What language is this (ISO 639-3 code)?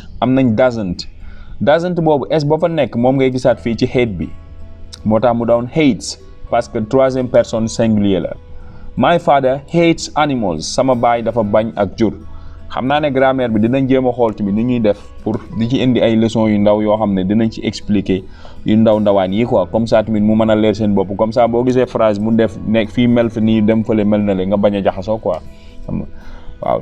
wol